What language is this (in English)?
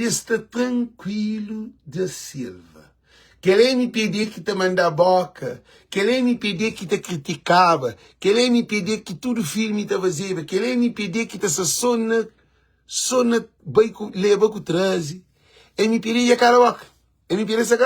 Kabuverdianu